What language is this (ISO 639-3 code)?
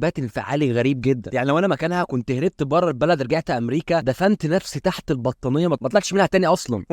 arz